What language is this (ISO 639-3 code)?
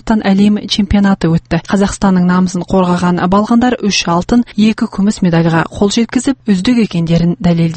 kaz